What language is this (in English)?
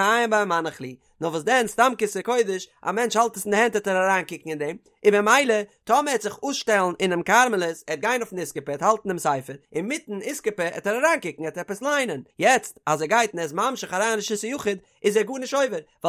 Yiddish